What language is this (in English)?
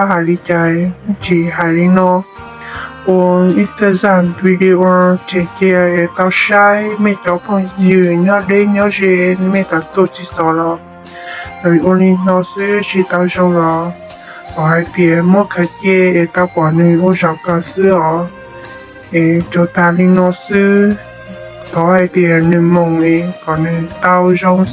Hmong